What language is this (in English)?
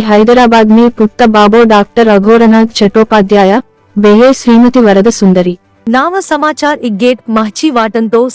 Gondi